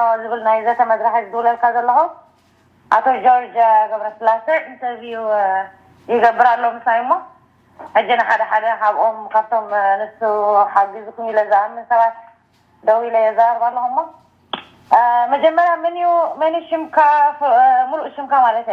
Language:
Tigrinya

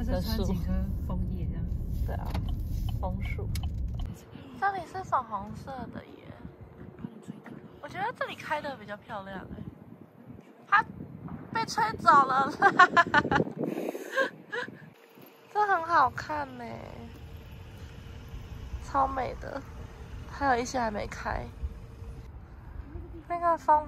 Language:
Chinese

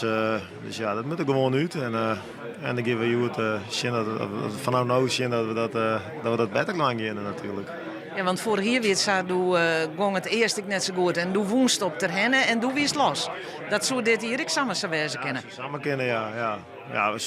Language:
Western Frisian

